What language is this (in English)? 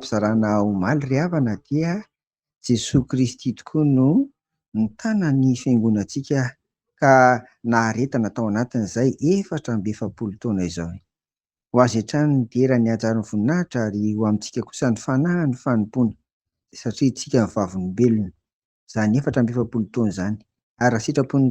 Malagasy